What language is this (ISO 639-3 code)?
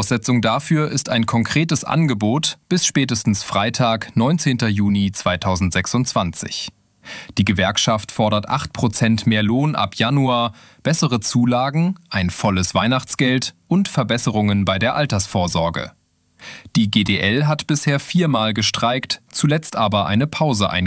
deu